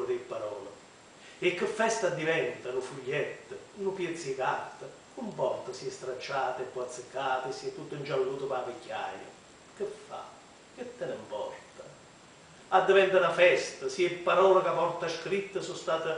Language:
Neapolitan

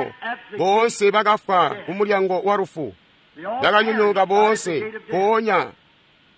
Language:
Tonga (Zambia)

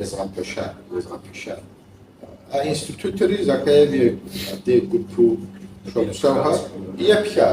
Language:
Kabardian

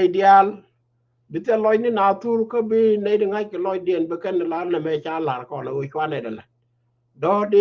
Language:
Nuer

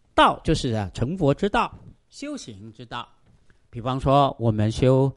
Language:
Chinese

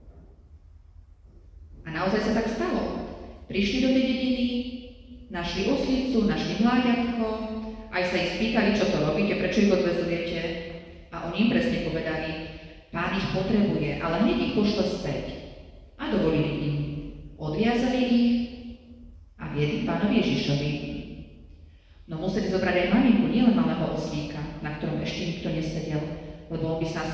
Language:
Slovak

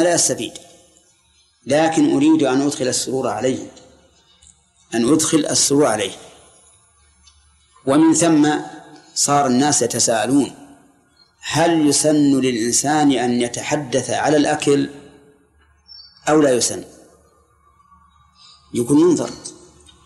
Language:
Arabic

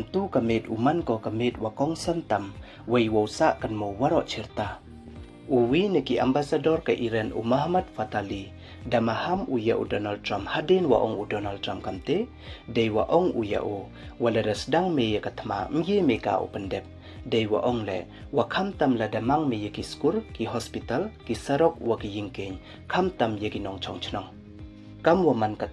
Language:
Pnar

